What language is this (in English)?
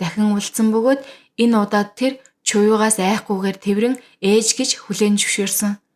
Mongolian